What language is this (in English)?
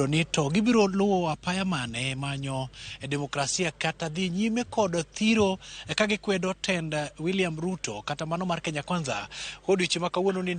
Luo (Kenya and Tanzania)